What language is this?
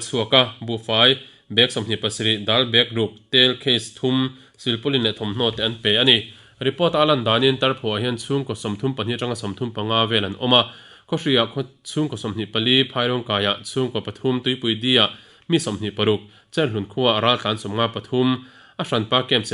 Mizo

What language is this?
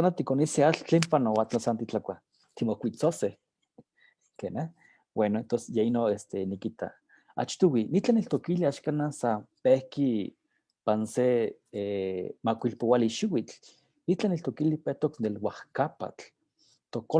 Eastern Huasteca Nahuatl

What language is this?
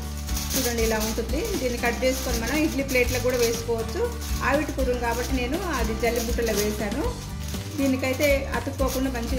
Telugu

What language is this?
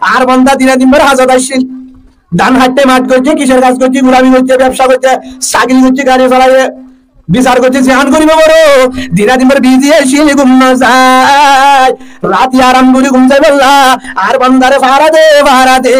Rohingya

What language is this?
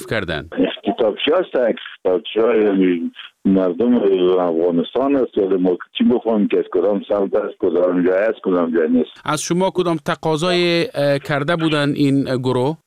Persian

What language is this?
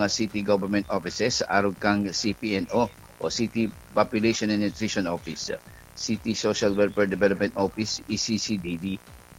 Bikol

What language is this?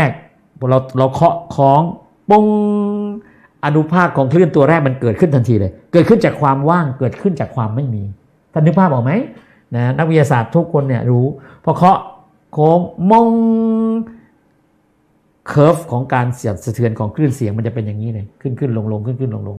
Thai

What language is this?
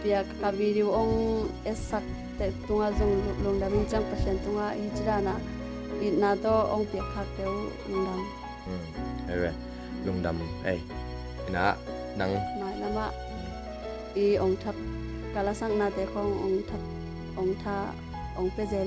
Tedim Chin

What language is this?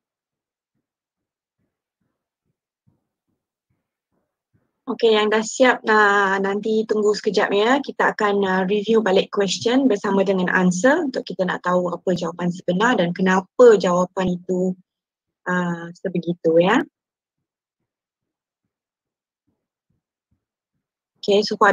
Malay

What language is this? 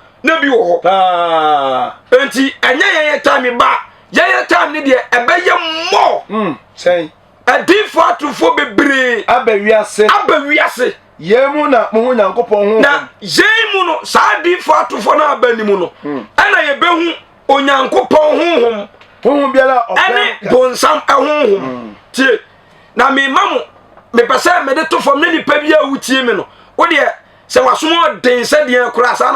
Akan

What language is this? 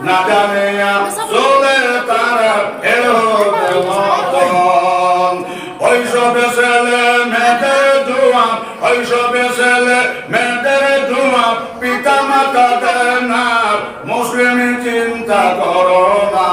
Sylheti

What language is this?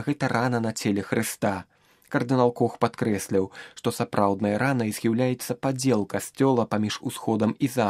Belarusian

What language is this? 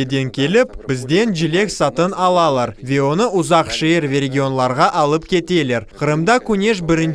Crimean Tatar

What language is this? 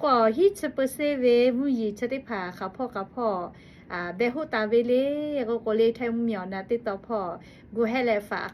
Lahu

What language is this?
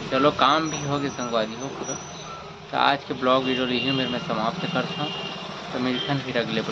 Chhattisgarhi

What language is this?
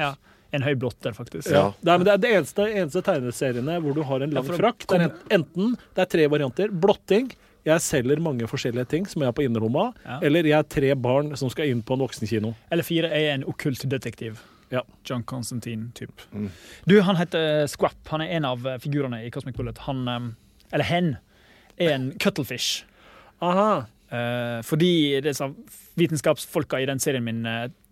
Norwegian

